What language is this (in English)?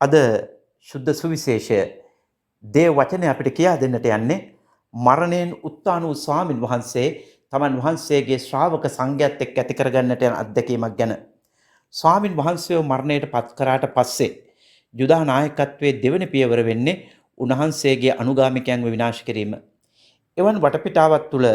Sinhala